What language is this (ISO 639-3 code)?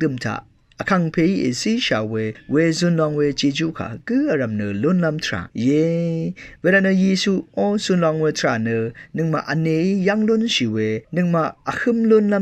raw